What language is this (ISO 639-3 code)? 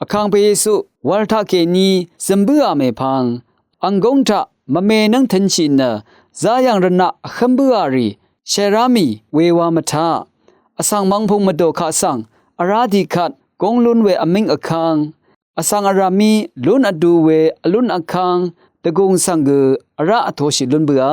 raw